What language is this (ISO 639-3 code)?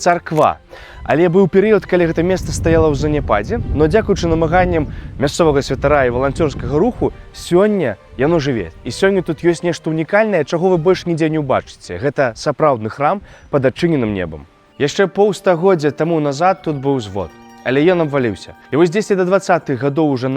bel